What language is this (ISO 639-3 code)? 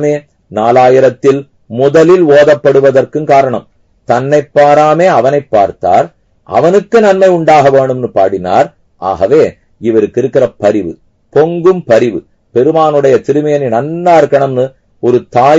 tam